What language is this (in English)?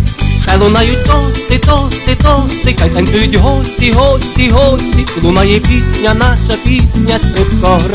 Ukrainian